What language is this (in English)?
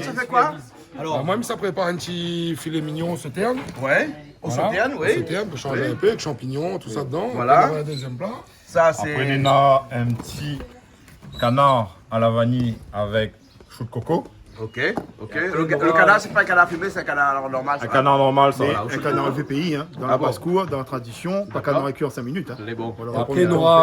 Réunion Creole French